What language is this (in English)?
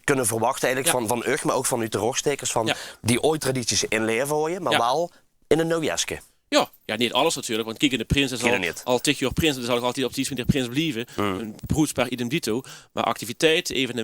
Limburgish